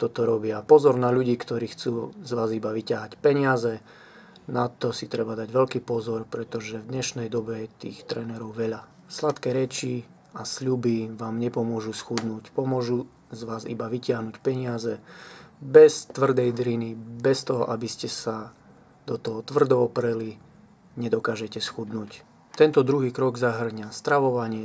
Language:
Slovak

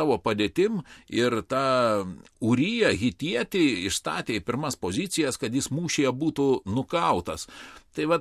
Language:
Lithuanian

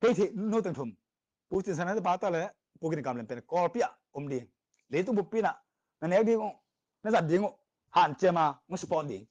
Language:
Tedim Chin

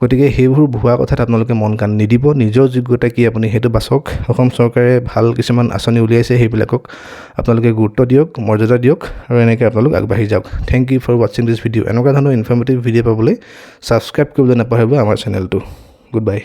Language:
Assamese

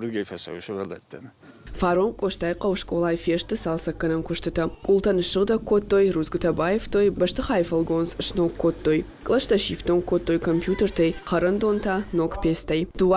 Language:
Ossetic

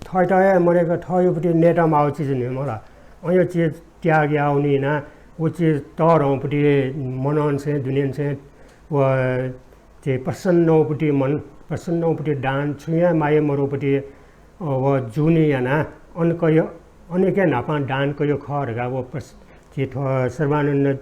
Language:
Newari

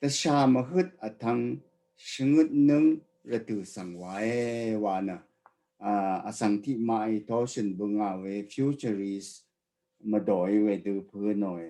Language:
Rawang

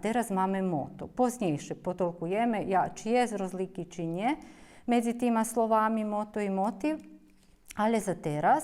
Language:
Rusyn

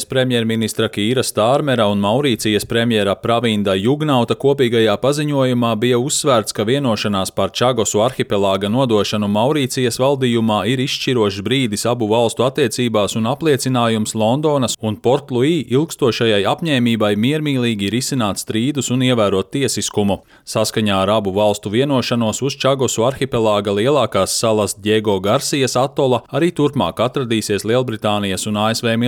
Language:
Latvian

